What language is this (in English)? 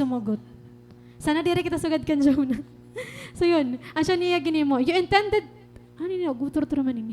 Waray